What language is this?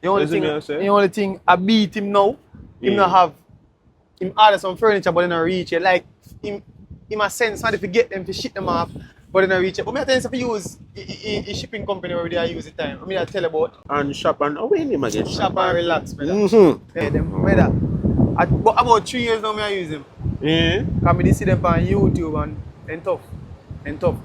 Jamaican Creole English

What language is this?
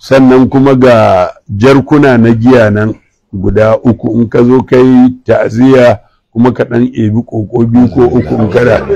Hausa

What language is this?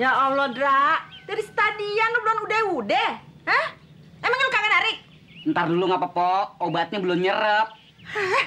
Betawi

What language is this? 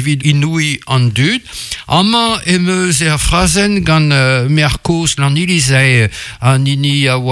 Breton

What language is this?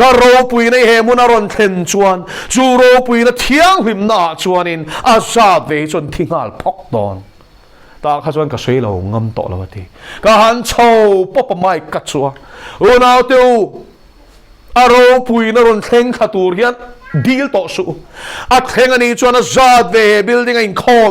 Mizo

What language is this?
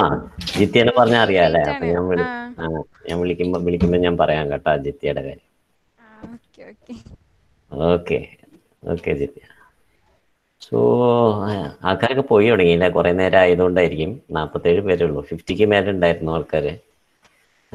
Malayalam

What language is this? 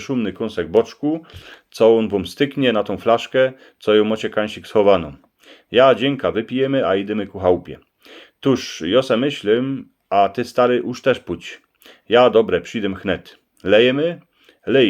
Silesian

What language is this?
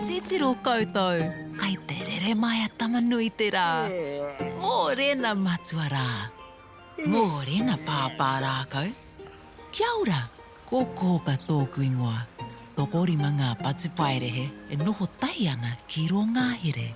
Māori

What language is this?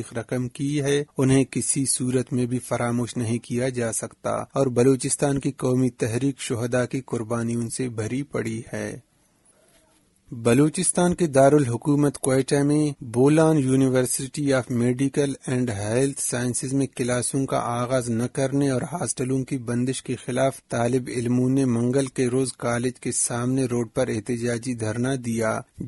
Urdu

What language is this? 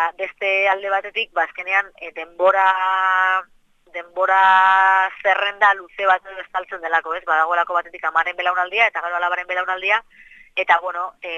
Basque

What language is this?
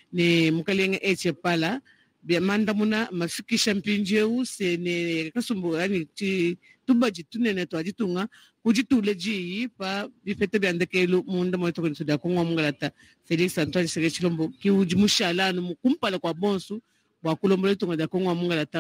Luba-Lulua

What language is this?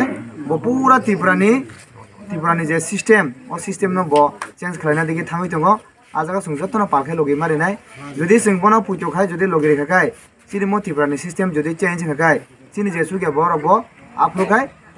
Kok Borok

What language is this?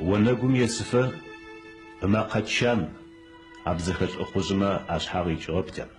Adyghe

